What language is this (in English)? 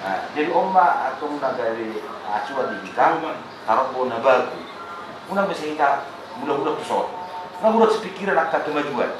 Batak Toba